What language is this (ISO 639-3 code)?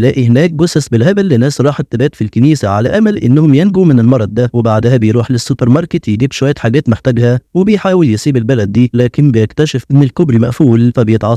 arz